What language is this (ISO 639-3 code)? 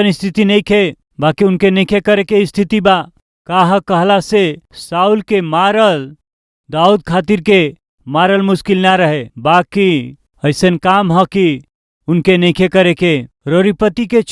bho